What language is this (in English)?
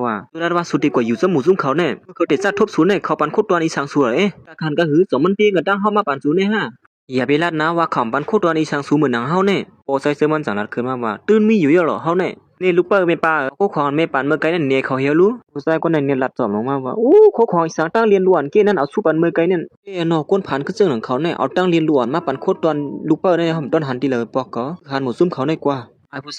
Shan